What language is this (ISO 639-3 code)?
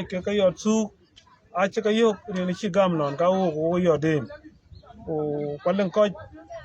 din